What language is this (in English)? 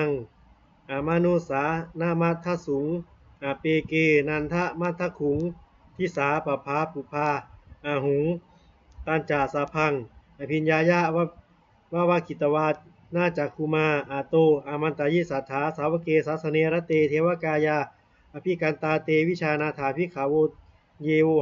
Pali